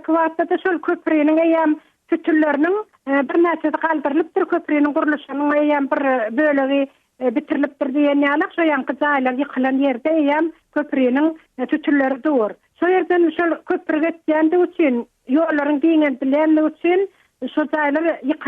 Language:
Turkmen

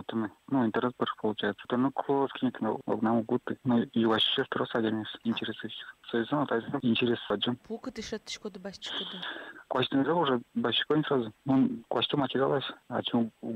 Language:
Udmurt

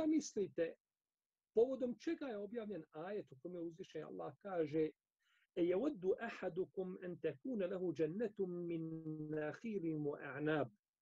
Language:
Bosnian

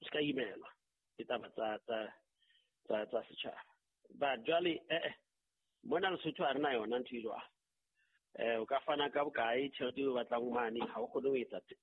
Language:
Southern Sotho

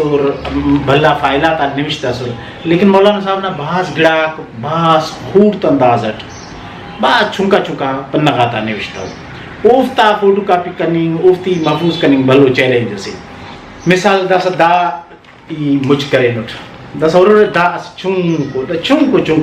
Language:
Brahui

